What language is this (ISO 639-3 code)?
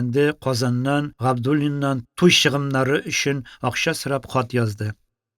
tat